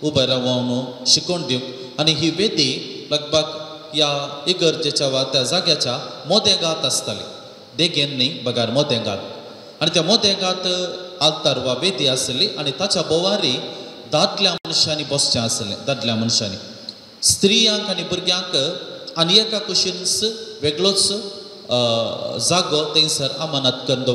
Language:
Konkani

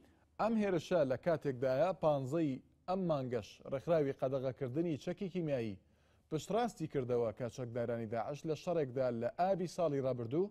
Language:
Central Kurdish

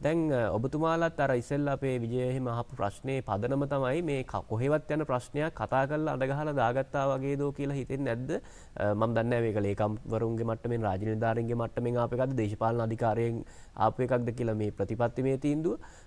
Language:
Sinhala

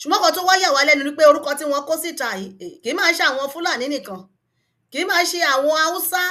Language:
Yoruba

